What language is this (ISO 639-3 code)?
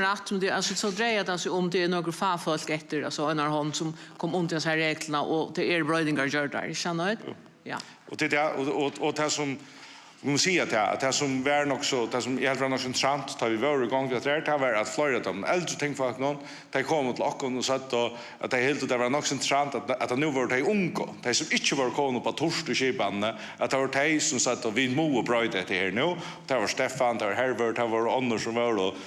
fao